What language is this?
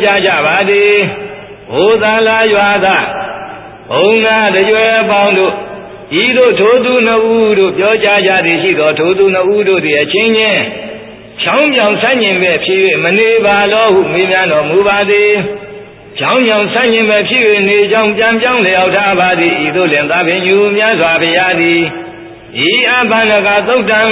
Burmese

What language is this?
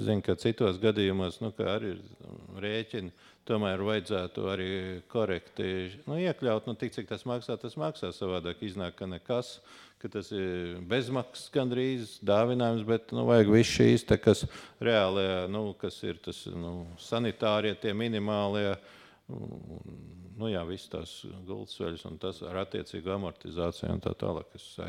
Latvian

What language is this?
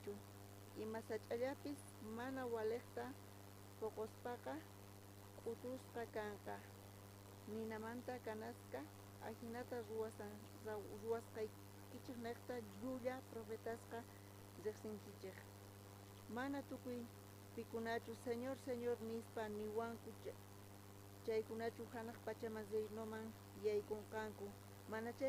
South Bolivian Quechua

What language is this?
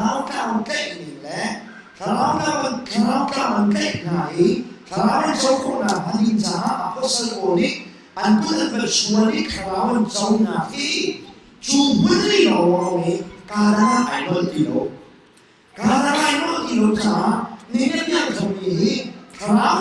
Hakha Chin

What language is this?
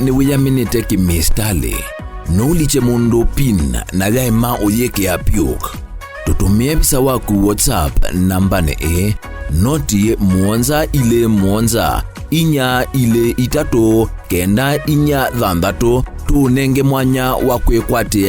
Kamba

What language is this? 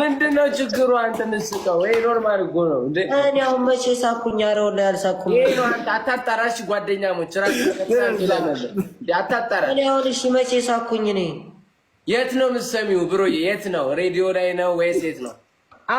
Amharic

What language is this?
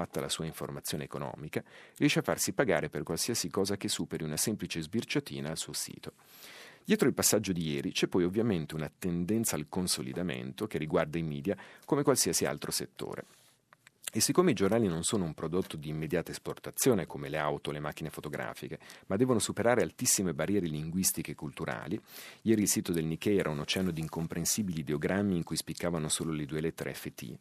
Italian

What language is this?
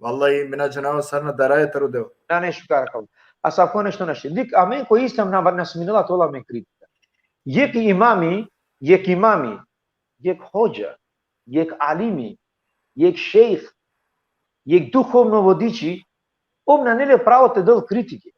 Balkan Romani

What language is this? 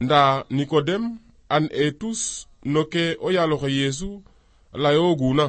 Serer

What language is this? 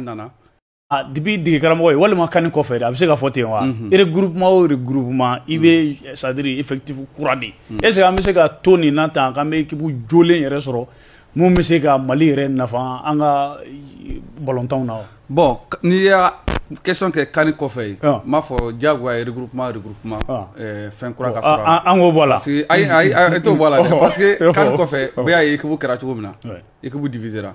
Bambara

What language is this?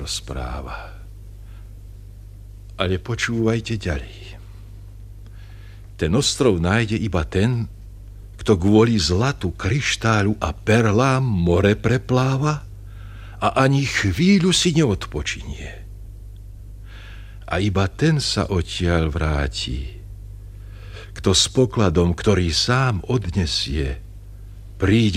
Slovak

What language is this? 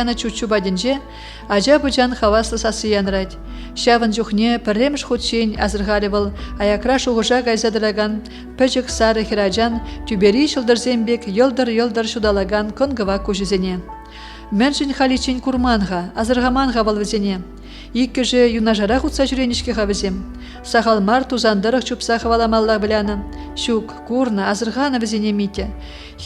Chuvash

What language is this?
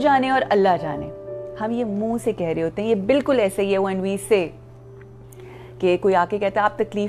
Urdu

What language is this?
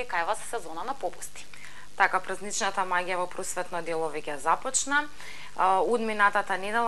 Macedonian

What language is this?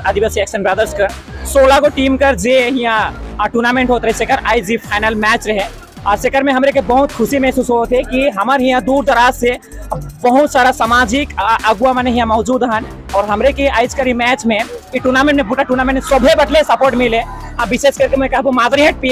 Sadri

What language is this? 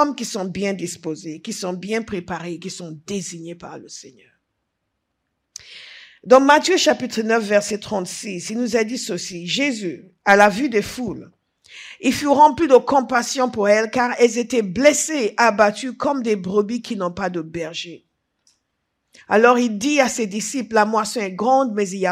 French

